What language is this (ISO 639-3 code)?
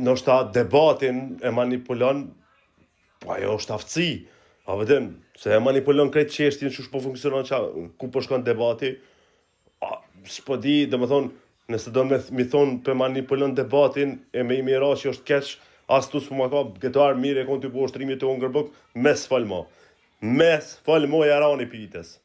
sqi